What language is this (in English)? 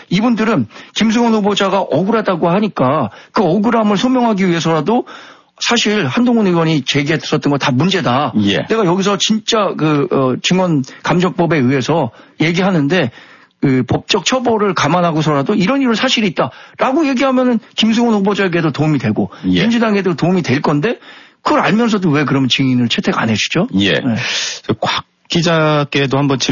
Korean